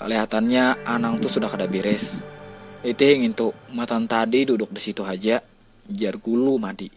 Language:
Banjar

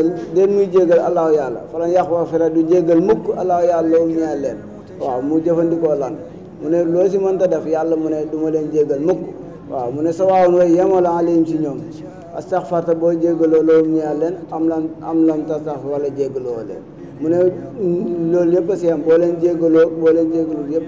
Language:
Wolof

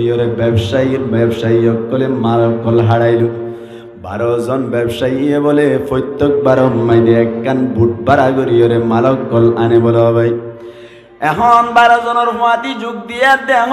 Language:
Rohingya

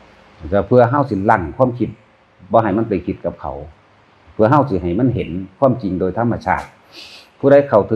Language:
Northeastern Thai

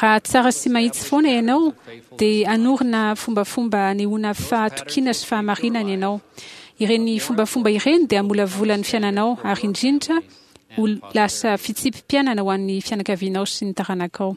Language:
Malagasy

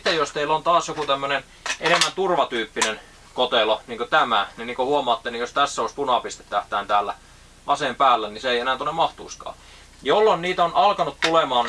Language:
Finnish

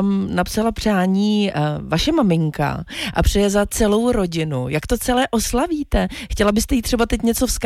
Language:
Czech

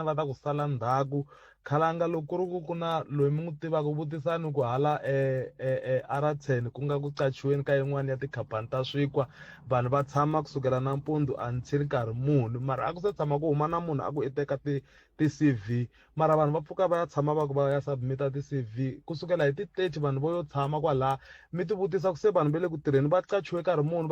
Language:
Tsonga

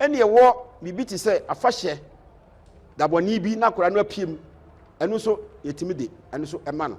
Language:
Akan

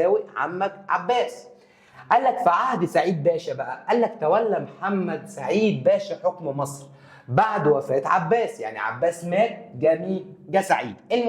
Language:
Egyptian Arabic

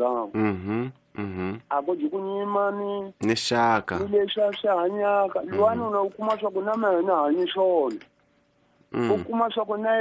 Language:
Tsonga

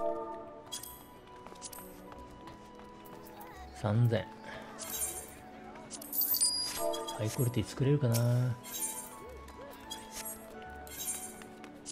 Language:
Japanese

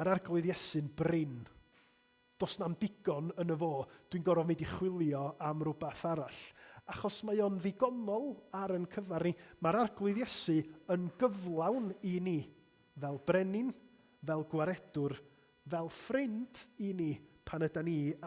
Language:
Welsh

